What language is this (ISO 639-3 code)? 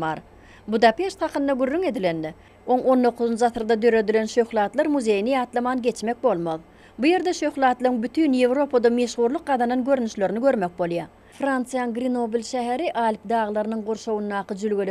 tuk